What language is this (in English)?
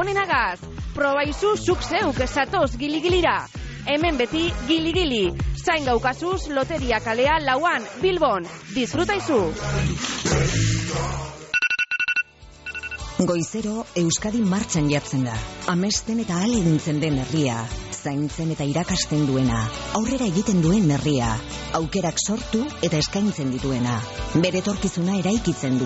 Basque